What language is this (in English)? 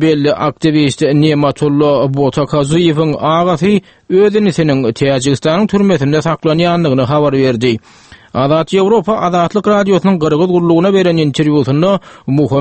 Turkmen